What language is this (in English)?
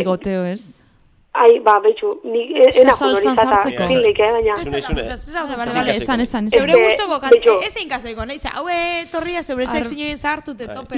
Basque